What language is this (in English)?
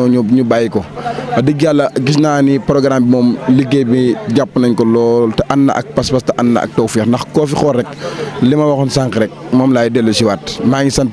Wolof